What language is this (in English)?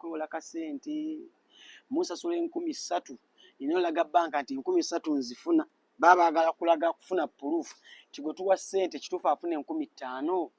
Ganda